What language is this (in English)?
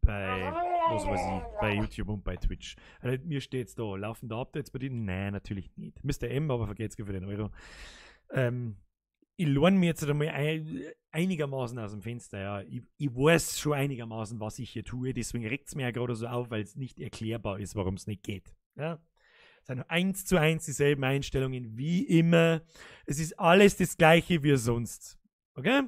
Bavarian